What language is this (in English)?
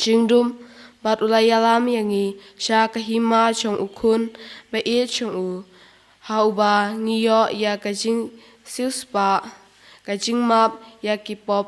Khasi